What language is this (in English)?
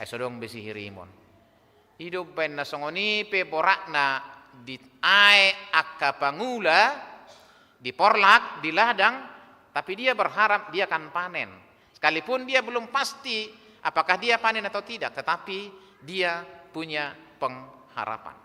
Batak Toba